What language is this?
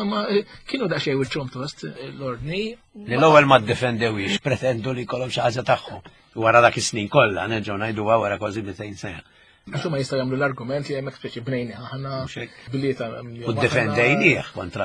Maltese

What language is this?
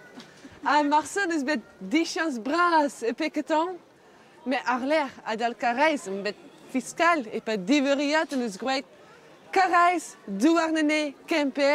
Breton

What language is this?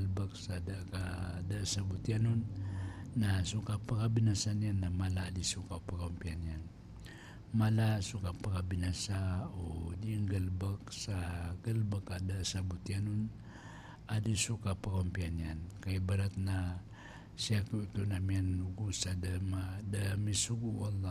Maranao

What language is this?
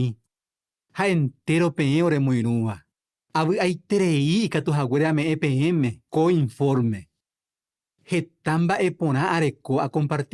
Guarani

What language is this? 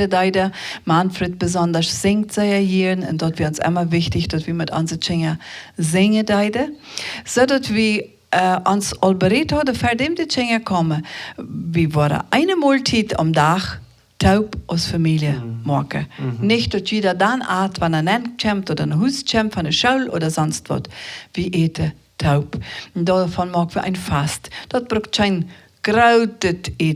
Plautdietsch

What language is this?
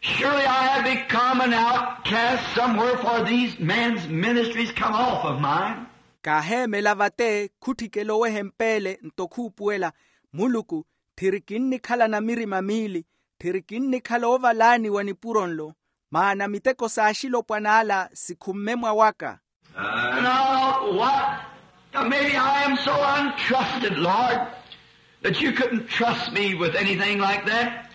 Makhuwa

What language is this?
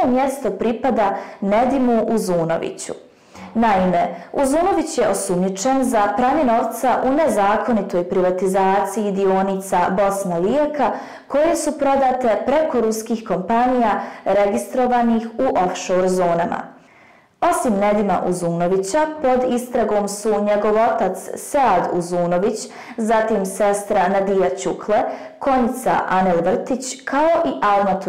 Bosnian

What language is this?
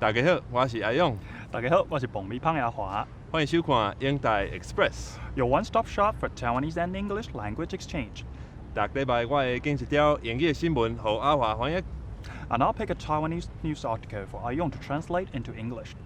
Min Nan Chinese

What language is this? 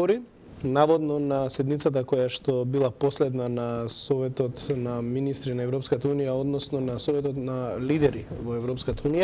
Macedonian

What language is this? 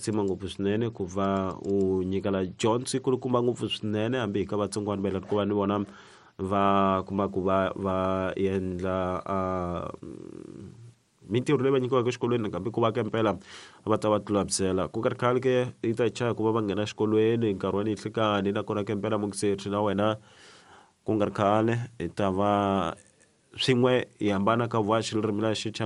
Tsonga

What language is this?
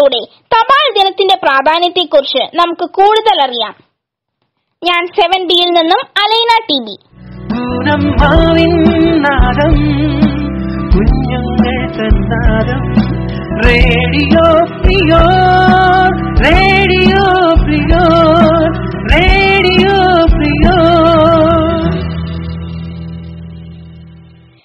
Malayalam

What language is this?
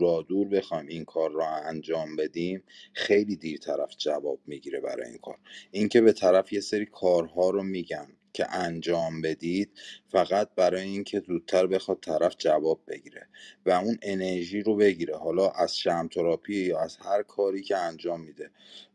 Persian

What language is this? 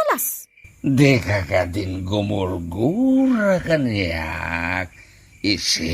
Iloko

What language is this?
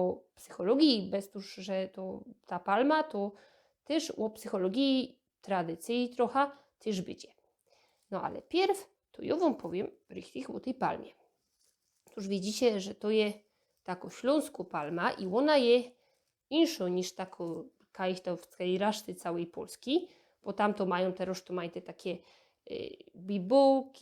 Silesian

